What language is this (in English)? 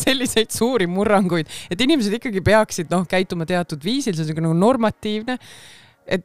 Estonian